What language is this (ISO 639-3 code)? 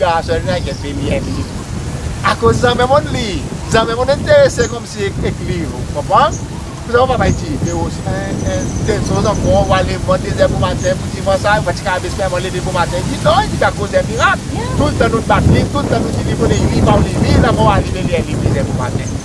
crs